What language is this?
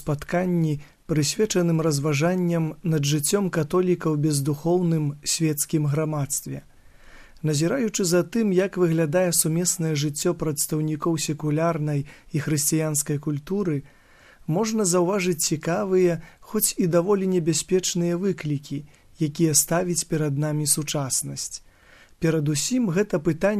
Belarusian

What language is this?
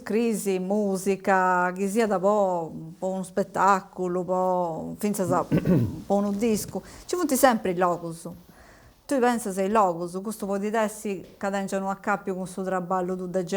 Sardinian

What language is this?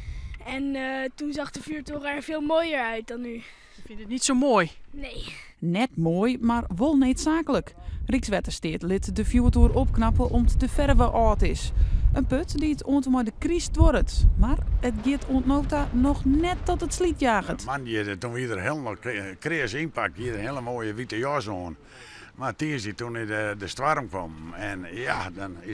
Western Frisian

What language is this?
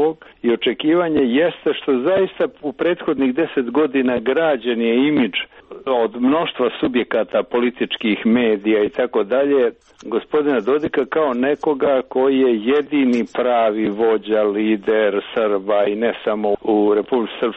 Serbian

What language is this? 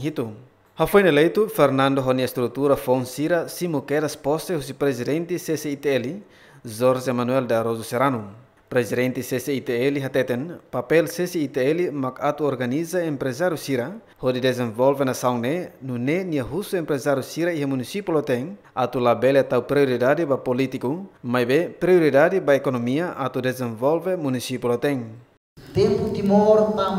Tetum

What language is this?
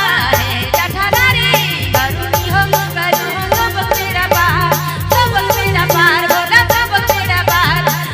Sadri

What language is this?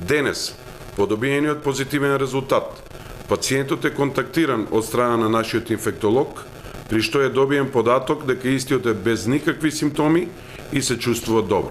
Macedonian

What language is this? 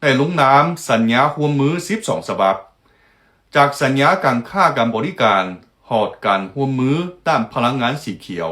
Lao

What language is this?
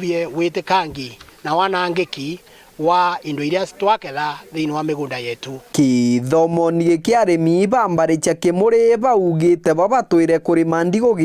Meru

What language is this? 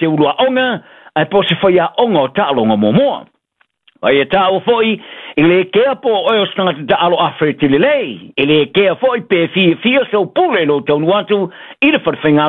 Samoan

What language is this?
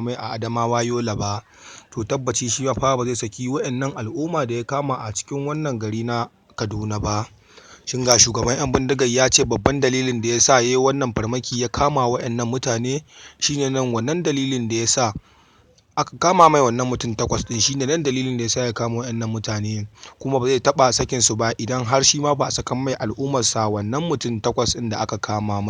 Hausa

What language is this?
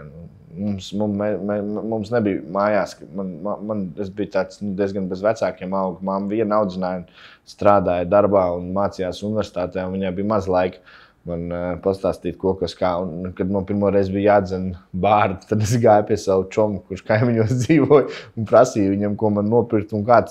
Latvian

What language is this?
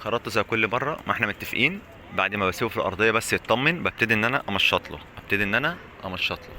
Egyptian Arabic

